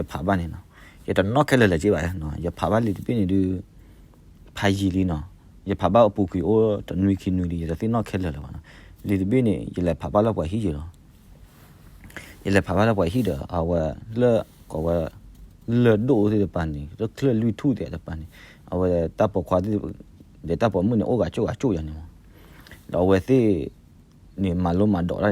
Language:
S'gaw Karen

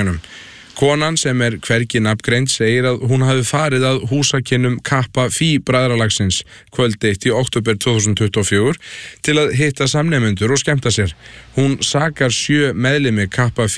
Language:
Icelandic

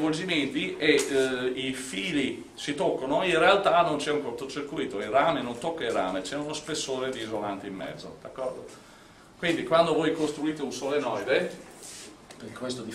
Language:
Italian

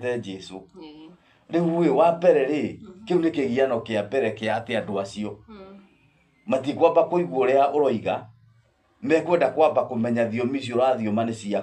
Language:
Kikuyu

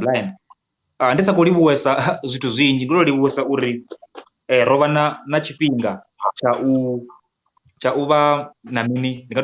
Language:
Venda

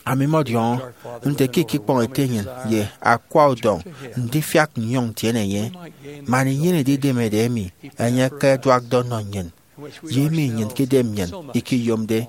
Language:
Efik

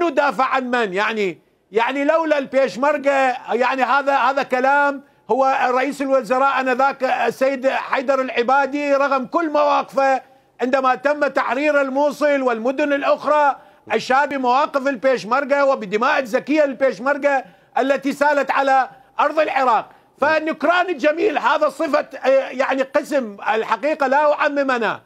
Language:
Mesopotamian Arabic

